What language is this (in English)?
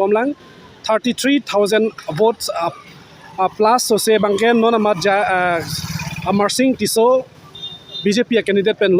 Karbi